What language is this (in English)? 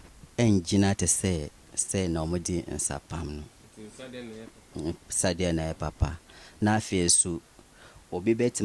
Akan